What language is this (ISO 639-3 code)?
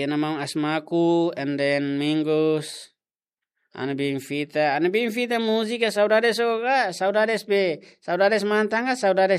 tet